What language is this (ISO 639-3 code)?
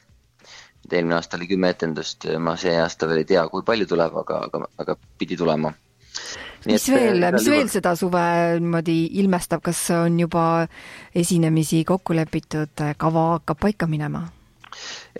est